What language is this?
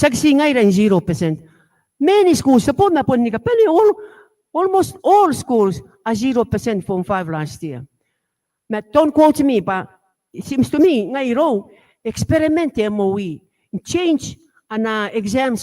Gilbertese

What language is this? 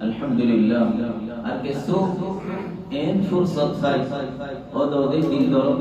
Rohingya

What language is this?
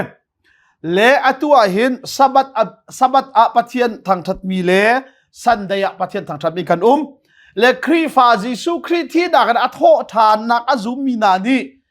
Hakha Chin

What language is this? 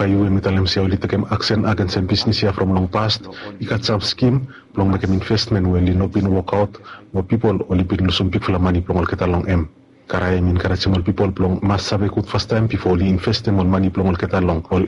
Bislama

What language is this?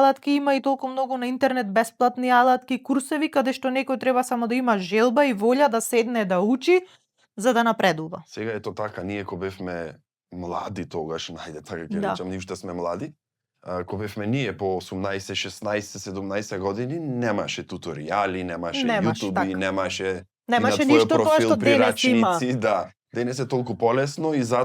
Macedonian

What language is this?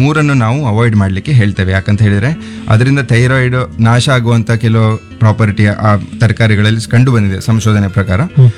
Kannada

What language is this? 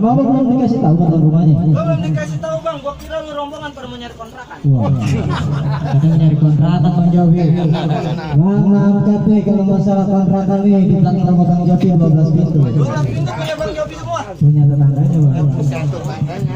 Betawi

